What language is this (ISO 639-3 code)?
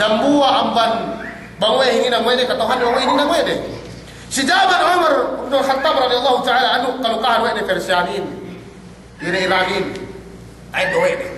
yka